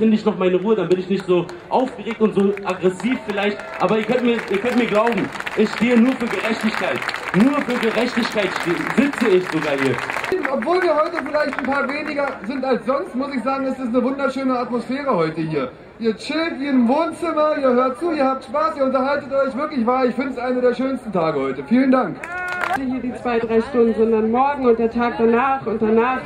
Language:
German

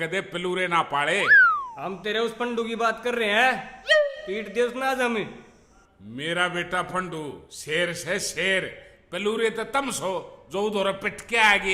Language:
Haryanvi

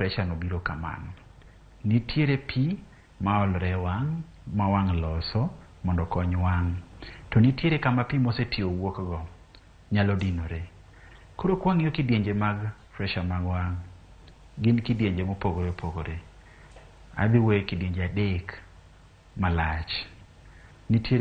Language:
Luo (Kenya and Tanzania)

